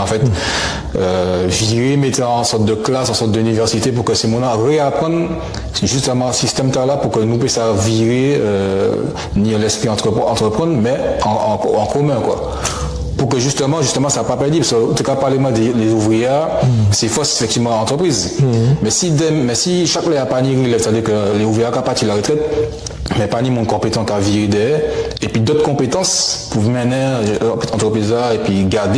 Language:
Guadeloupean Creole French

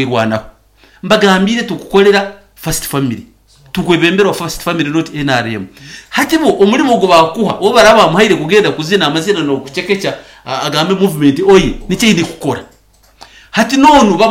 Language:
Nyankole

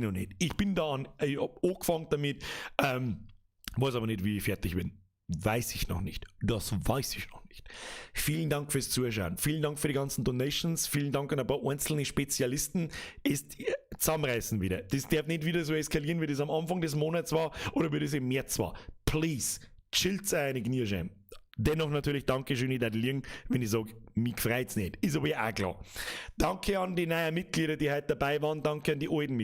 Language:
Bavarian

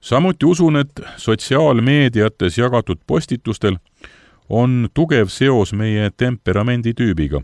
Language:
Estonian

